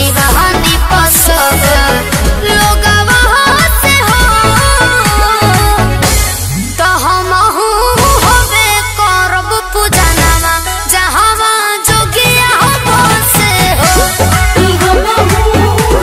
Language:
Bhojpuri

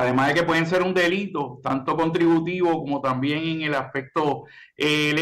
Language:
Spanish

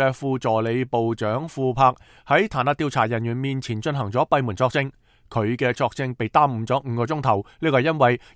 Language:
Cantonese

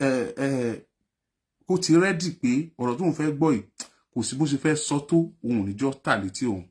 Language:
Yoruba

